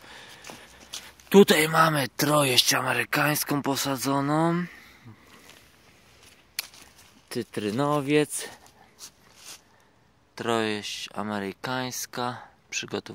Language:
Polish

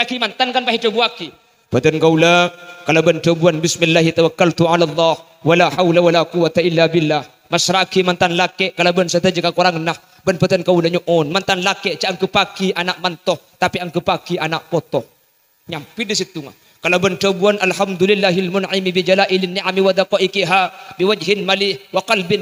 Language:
Madurese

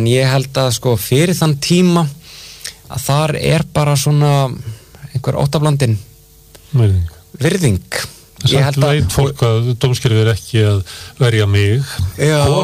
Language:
Icelandic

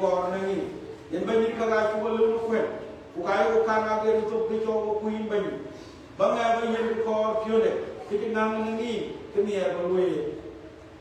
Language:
Dinka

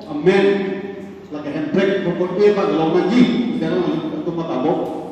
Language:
Karbi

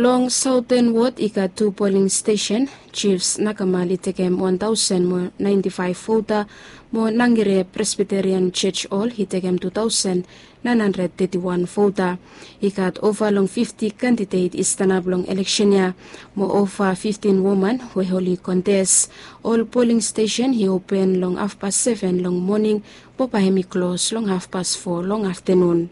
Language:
Bislama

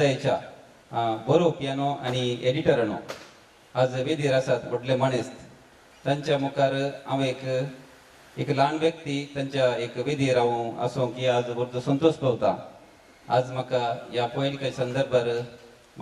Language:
Konkani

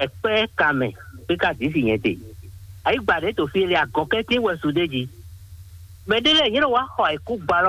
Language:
Fon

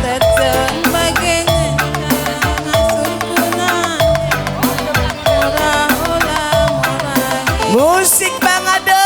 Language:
Batak Karo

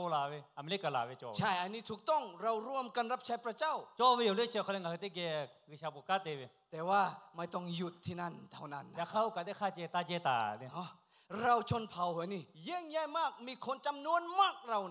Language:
Lahu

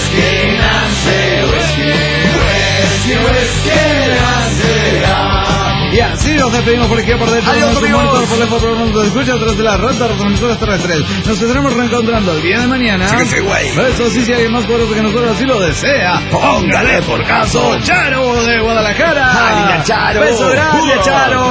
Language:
Spanish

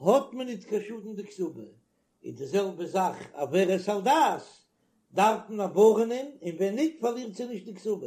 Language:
Yiddish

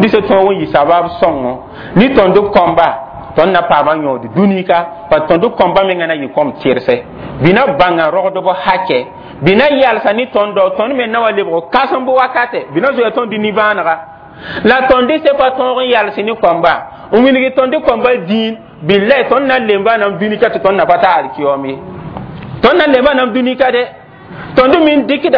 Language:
Mossi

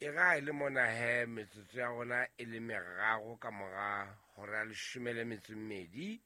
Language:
Southern Sotho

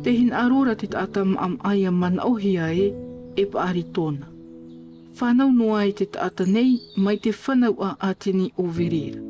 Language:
Tahitian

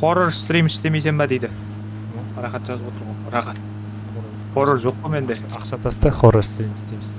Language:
Kara-Kalpak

